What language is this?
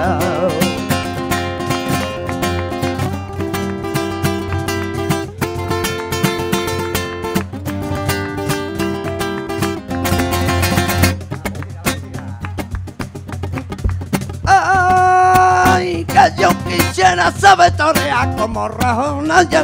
Spanish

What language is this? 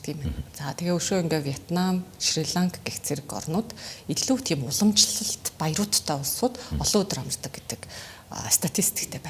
Mongolian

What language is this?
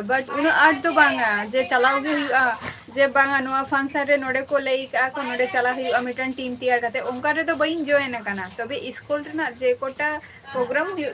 Santali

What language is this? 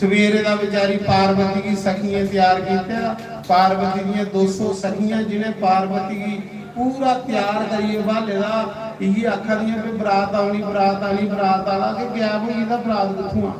Dogri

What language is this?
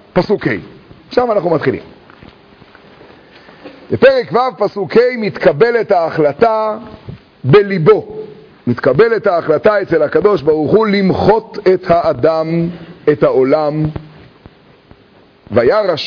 Hebrew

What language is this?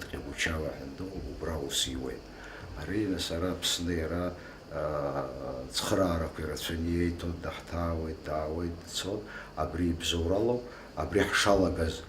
Abkhazian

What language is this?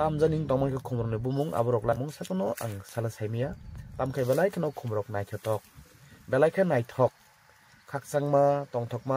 Kok Borok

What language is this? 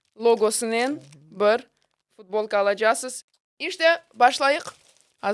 Crimean Tatar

